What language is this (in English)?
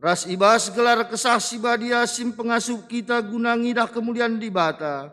Batak Karo